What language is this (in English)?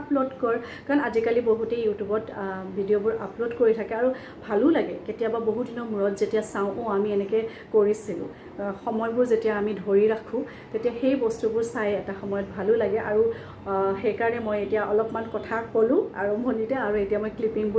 Assamese